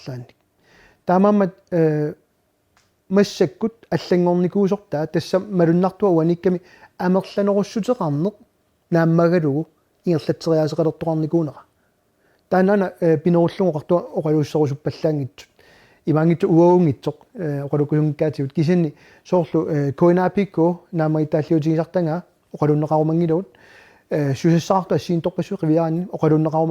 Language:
Kalaallisut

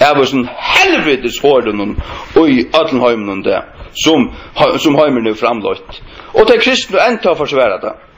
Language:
Faroese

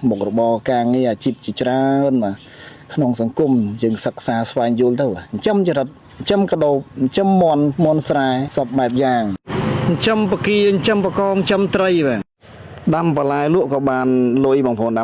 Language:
Khmer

